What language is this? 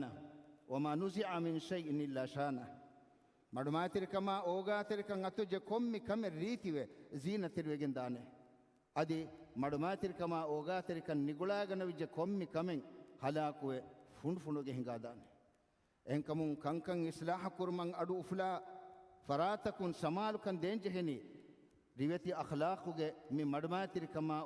Divehi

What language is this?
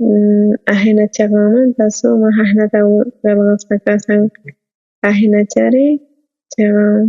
South Bolivian Quechua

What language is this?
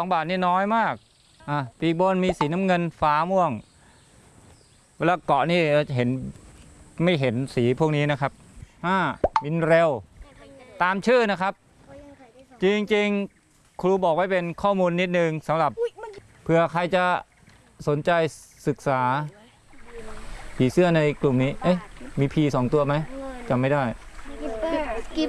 Thai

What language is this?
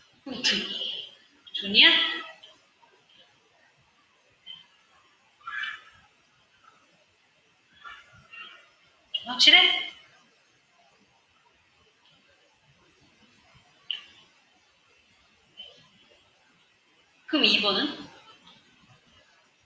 Korean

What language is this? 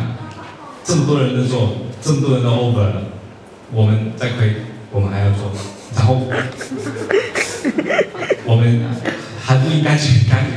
Chinese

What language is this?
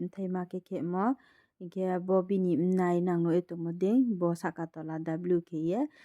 Riang (India)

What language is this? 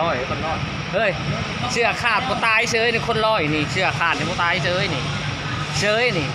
Northeastern Thai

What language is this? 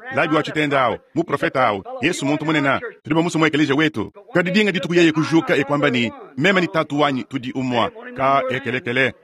Luba-Lulua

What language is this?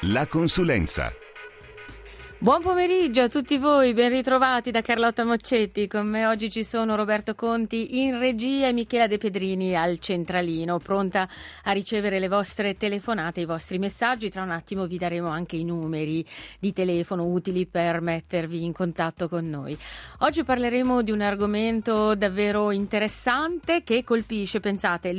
Italian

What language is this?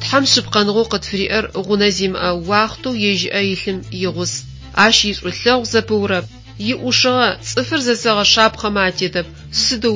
Adyghe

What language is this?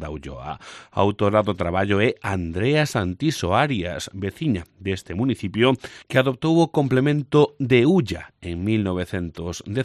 Galician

